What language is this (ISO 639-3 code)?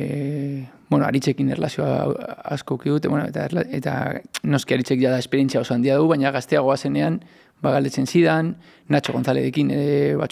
eus